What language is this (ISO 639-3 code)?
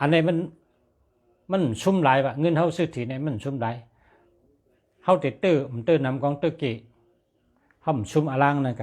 shn